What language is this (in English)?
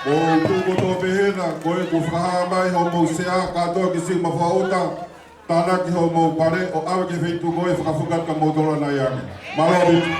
Tongan